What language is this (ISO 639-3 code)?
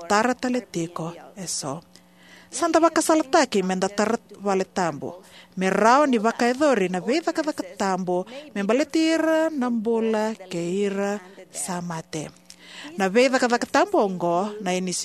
fij